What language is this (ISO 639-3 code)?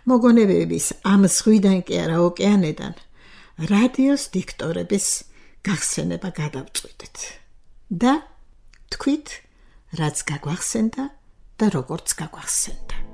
kat